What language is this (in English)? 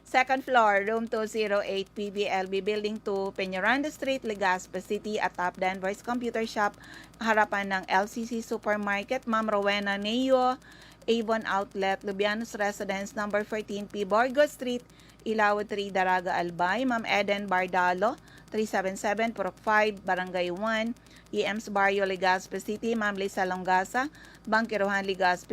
Bikol